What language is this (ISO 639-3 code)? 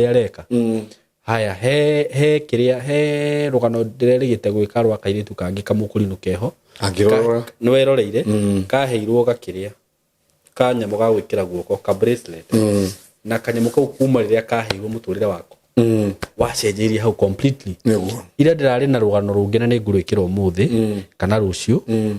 kik